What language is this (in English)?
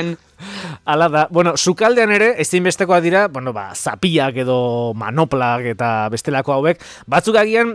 Basque